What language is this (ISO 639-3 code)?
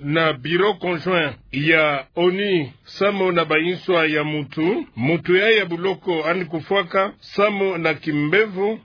ktu